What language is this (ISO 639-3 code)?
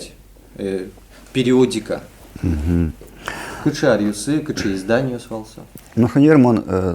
udm